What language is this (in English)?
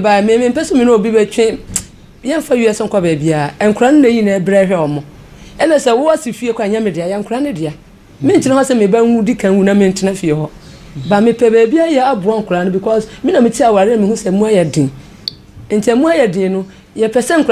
Akan